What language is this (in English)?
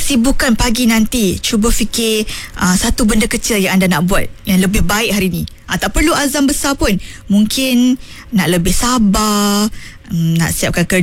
Malay